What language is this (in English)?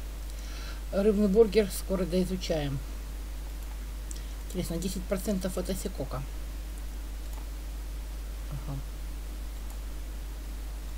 Russian